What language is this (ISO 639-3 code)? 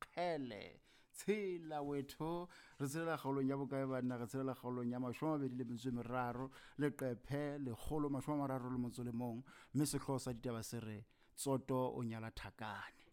sot